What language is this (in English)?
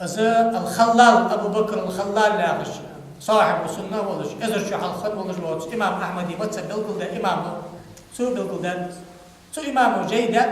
Ingush